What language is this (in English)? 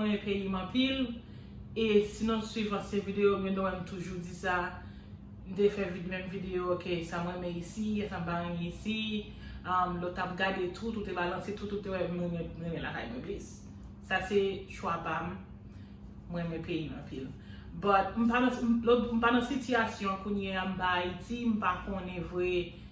Haitian Creole